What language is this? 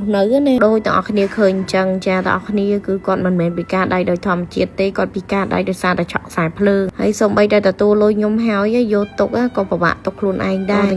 Khmer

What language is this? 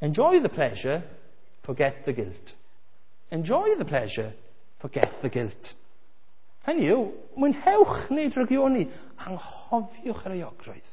Welsh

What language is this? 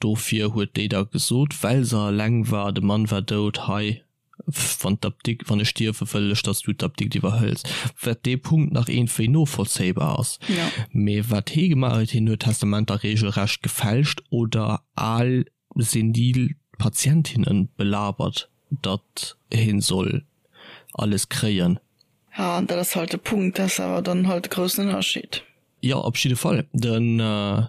Luxembourgish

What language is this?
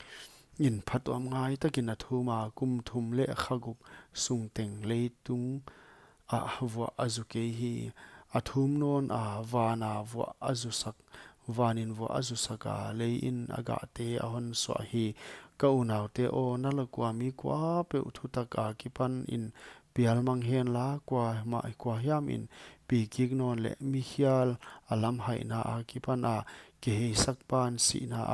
Paite Chin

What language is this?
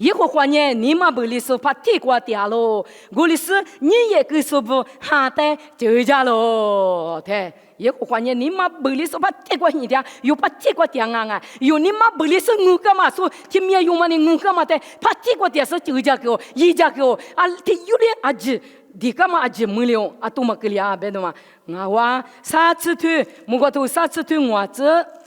Lisu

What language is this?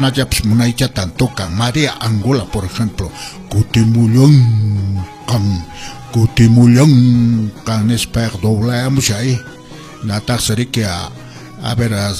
Quechua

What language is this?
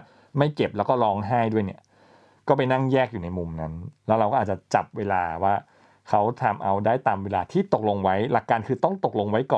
Thai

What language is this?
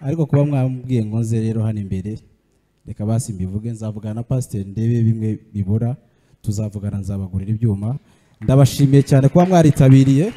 Kinyarwanda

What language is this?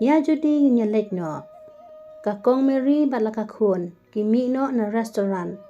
Khasi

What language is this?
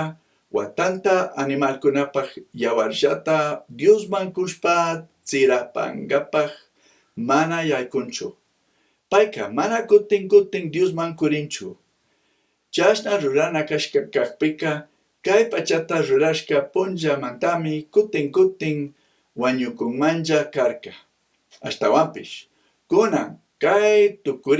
Chimborazo Highland Quichua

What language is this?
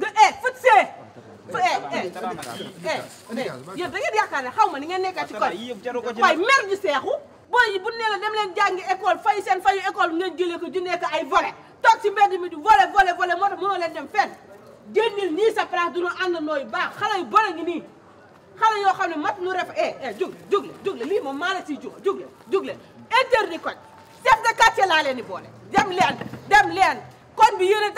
Wolof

